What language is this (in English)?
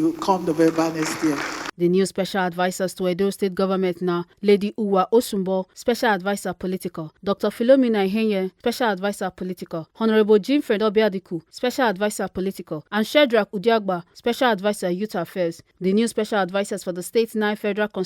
Nigerian Pidgin